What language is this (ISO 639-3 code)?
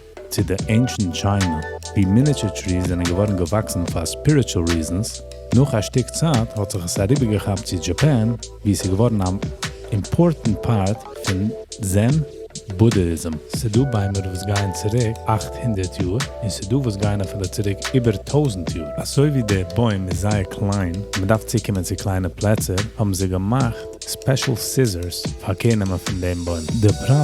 yid